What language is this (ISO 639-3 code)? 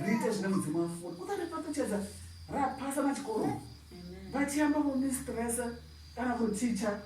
ven